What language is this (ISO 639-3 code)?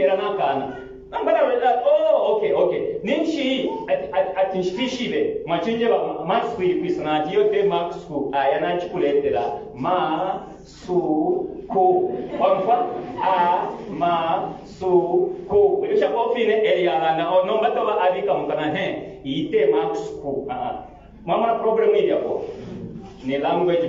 bem